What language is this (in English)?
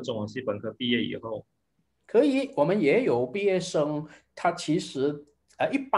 Chinese